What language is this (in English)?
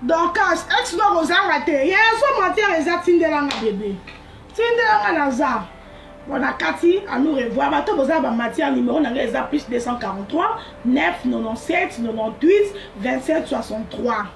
Lingala